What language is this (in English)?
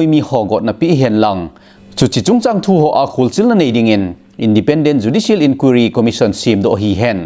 Thado Chin